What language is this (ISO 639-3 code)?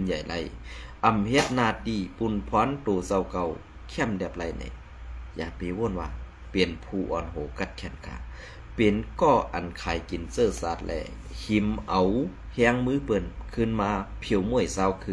shn